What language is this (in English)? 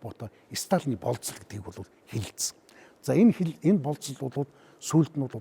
Mongolian